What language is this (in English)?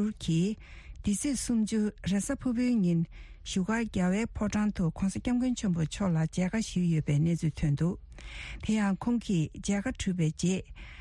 Tibetan